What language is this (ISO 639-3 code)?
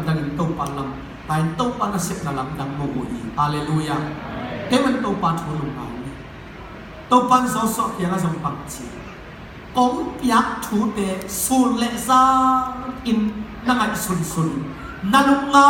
ctd